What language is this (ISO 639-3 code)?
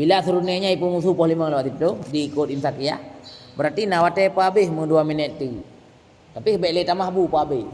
ace